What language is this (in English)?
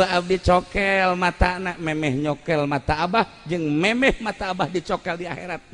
Sundanese